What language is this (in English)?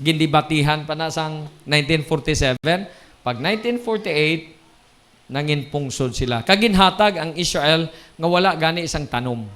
Hiligaynon